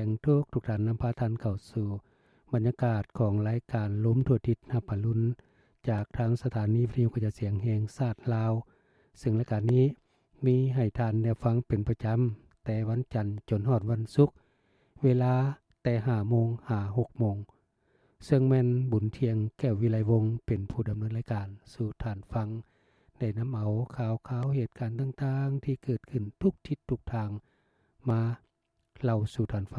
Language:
Lao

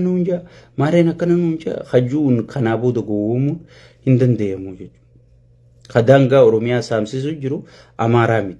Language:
Oromo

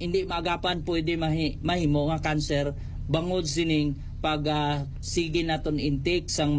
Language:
Hiligaynon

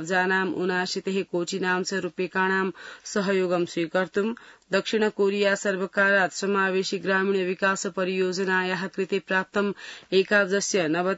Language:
Sanskrit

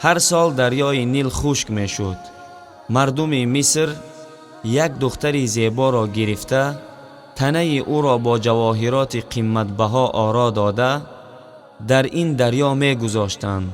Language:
Tajik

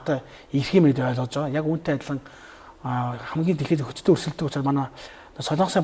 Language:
Mongolian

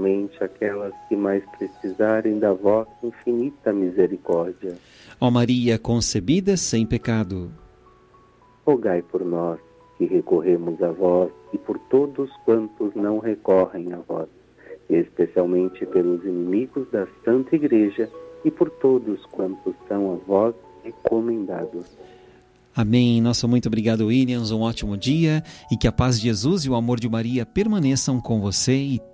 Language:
Portuguese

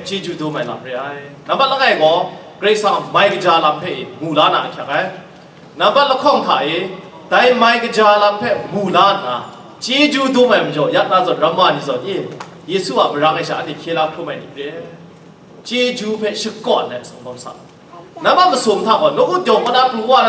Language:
Kachin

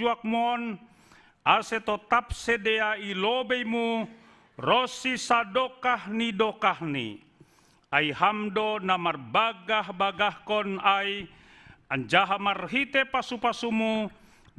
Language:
Batak Simalungun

